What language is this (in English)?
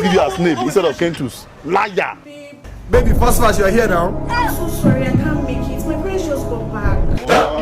Nigerian Pidgin